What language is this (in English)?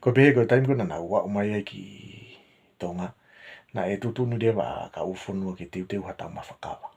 Tongan